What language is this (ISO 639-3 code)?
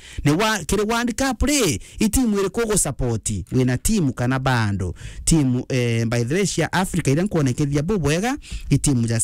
mer